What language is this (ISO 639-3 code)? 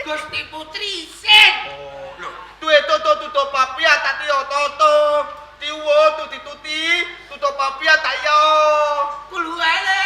jav